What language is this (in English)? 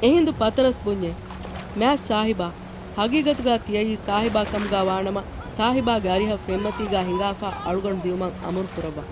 Divehi